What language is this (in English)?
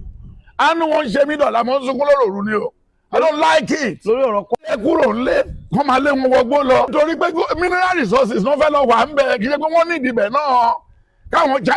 Yoruba